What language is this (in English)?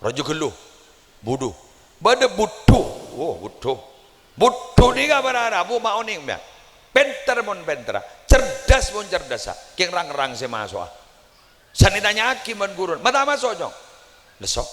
Madurese